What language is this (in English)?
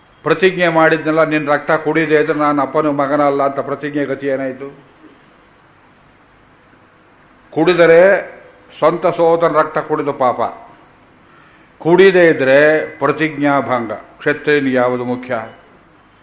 Kannada